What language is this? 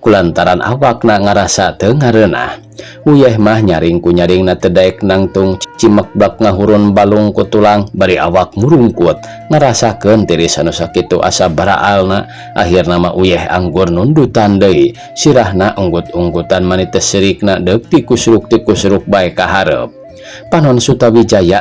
Sundanese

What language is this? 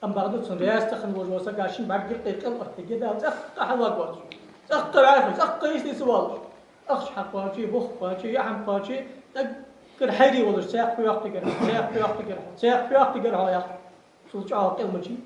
Ingush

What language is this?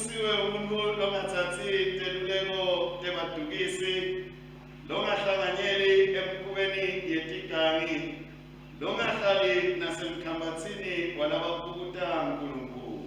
Swati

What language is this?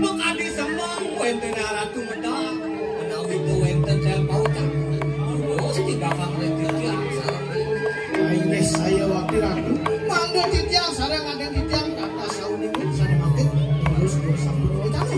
Balinese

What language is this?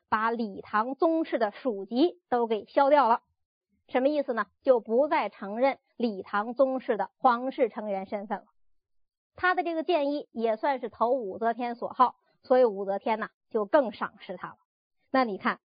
Chinese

